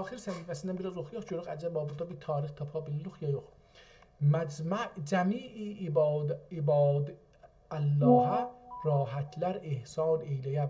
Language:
South Azerbaijani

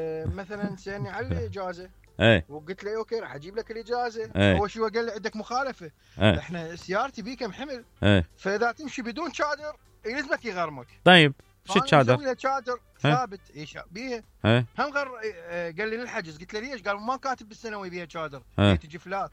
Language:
Mesopotamian Arabic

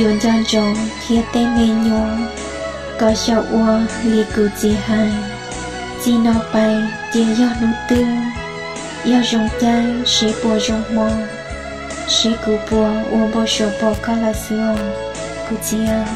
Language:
Hmong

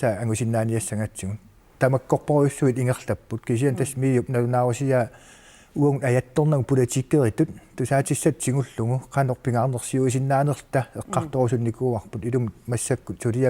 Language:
Kalaallisut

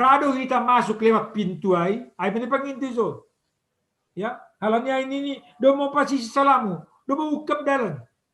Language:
Batak Simalungun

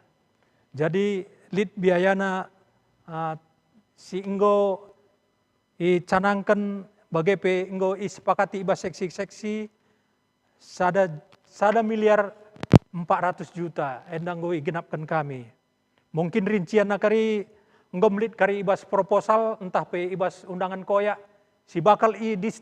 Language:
Batak Karo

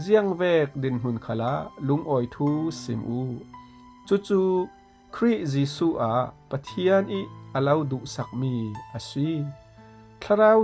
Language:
Falam Chin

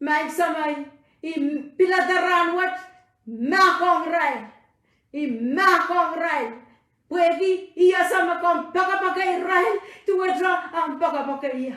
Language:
Pohnpeian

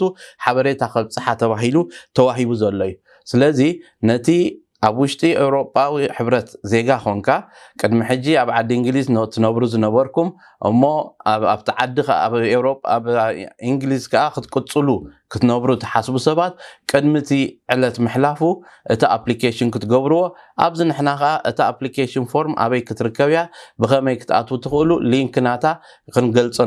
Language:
Tigrinya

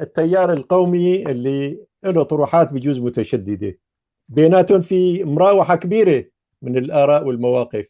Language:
North Levantine Arabic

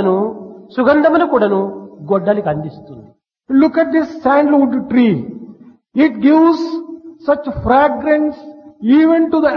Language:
Telugu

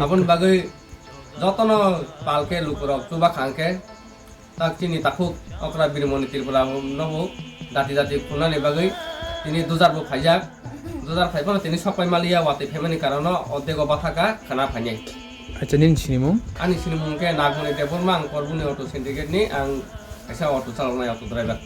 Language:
Kok Borok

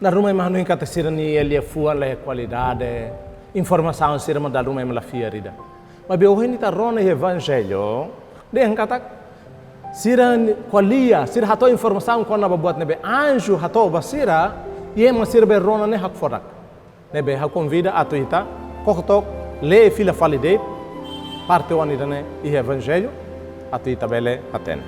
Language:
Tetum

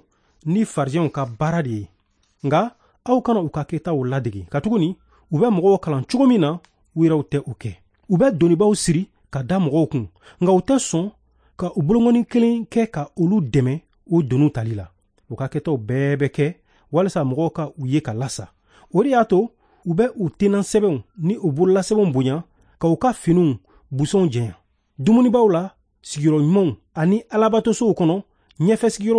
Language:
Bambara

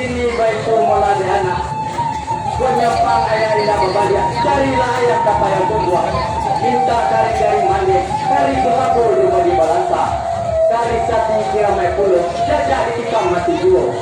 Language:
Minangkabau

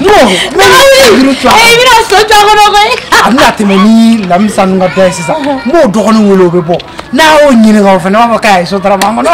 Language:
Bambara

